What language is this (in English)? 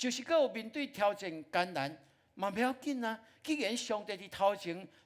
Min Nan Chinese